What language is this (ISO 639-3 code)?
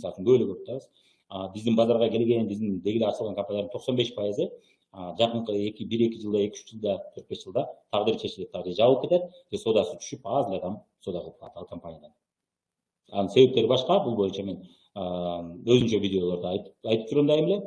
kir